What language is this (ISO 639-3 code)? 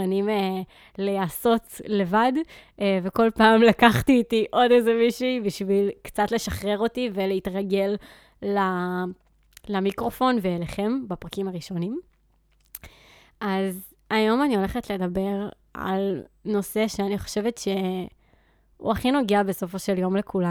heb